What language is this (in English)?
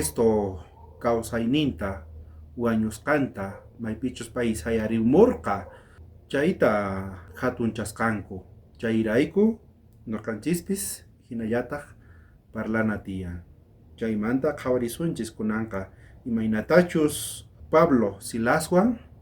South Bolivian Quechua